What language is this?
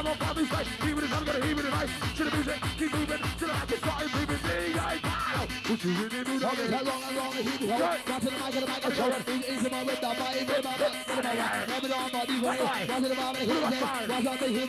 English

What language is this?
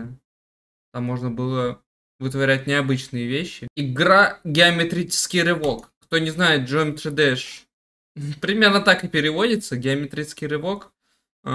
Russian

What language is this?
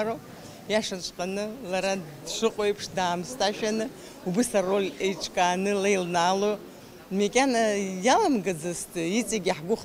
Abkhazian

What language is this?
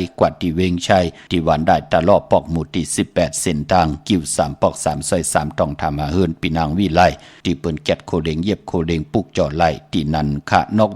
Shan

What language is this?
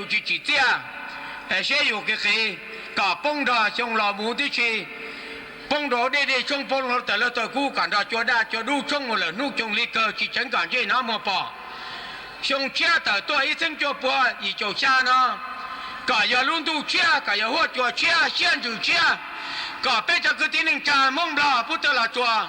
Hmong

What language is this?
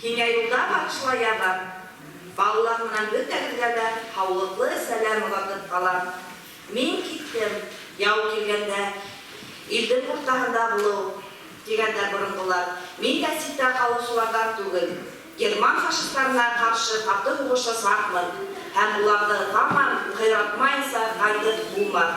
Bashkir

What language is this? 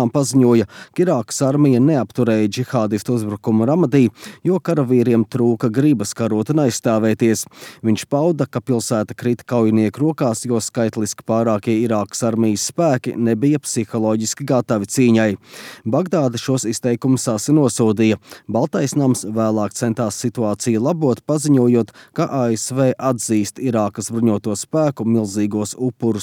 Latvian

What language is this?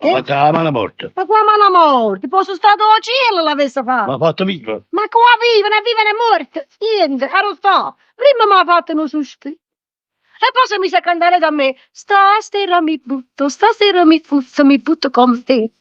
Neapolitan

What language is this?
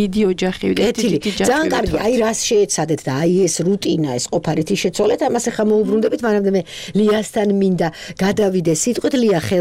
Georgian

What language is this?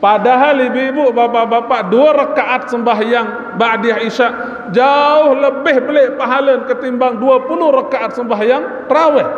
Sasak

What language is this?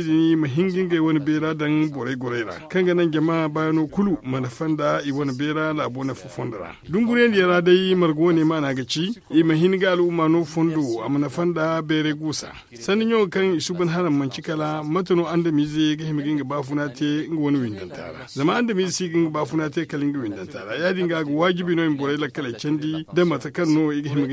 Zarma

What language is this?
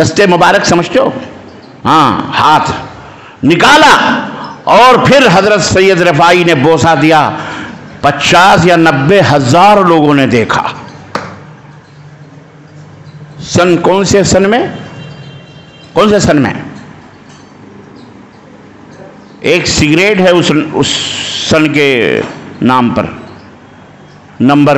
Urdu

